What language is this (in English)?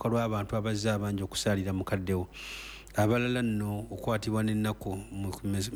Ganda